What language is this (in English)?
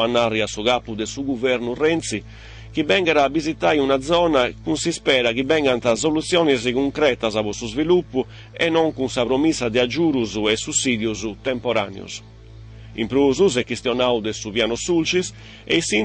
Sardinian